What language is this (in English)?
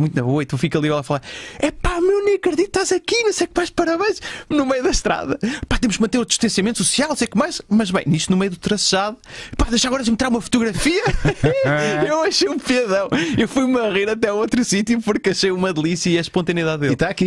Portuguese